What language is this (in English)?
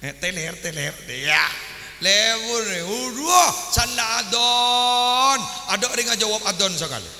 Madurese